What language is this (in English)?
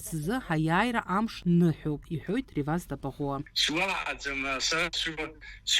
Abkhazian